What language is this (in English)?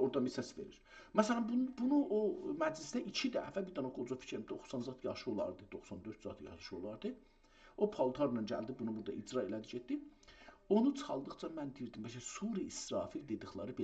South Azerbaijani